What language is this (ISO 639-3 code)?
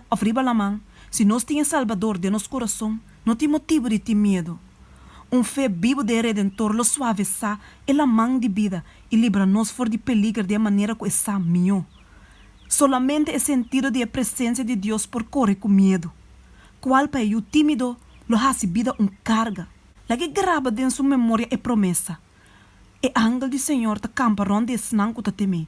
pap